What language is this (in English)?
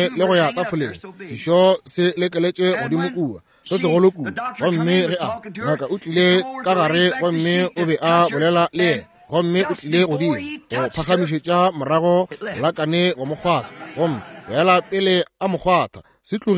Northern Sotho